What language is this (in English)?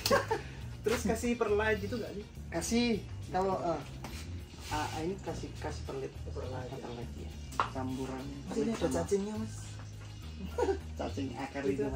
Indonesian